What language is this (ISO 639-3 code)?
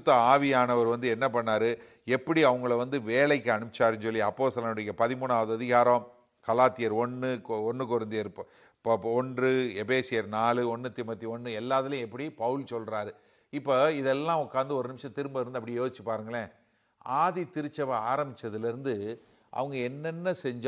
tam